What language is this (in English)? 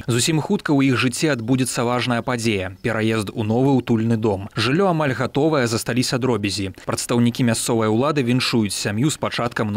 Belarusian